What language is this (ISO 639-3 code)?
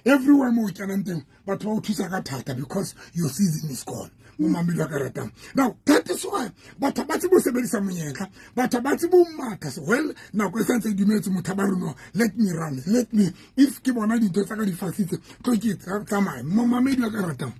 sot